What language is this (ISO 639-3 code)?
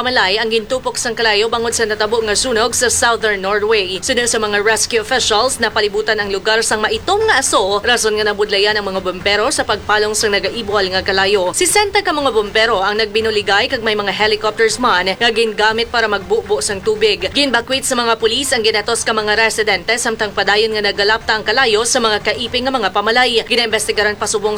hil